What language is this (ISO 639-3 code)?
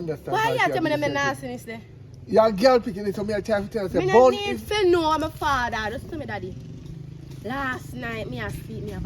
jam